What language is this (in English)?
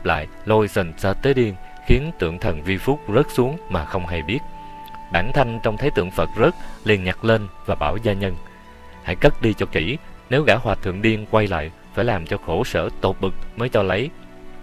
Vietnamese